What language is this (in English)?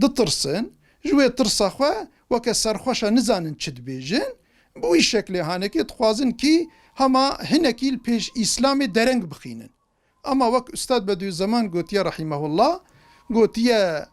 Kurdish